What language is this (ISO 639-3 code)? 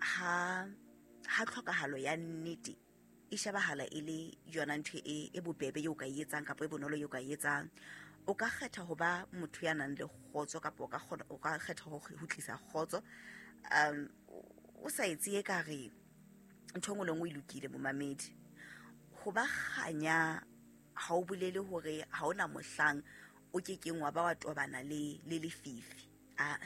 sot